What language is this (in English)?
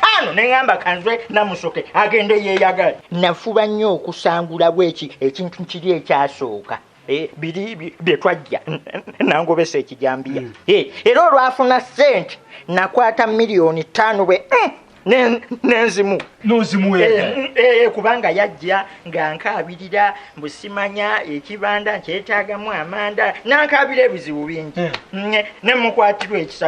Ganda